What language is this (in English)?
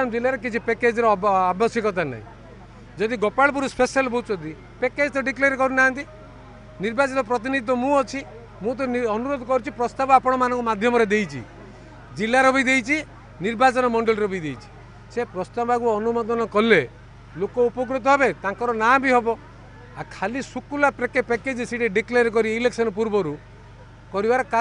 Odia